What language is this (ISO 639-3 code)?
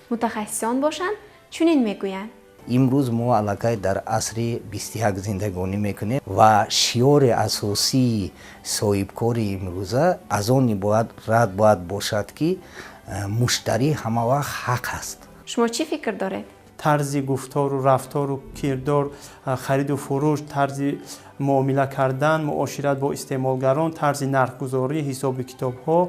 tgk